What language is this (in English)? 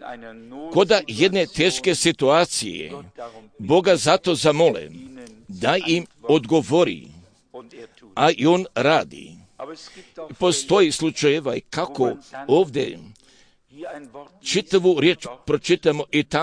Croatian